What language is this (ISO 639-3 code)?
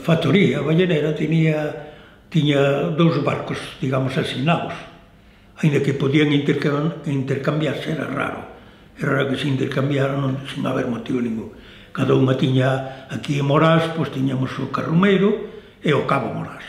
glg